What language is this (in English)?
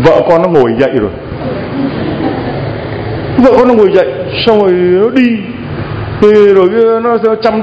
Vietnamese